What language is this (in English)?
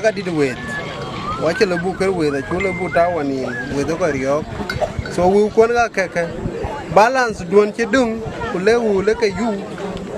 Dinka